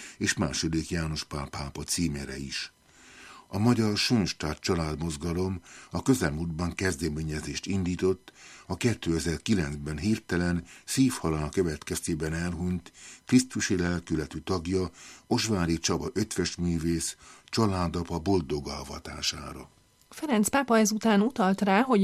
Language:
Hungarian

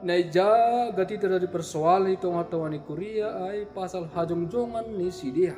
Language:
Batak Simalungun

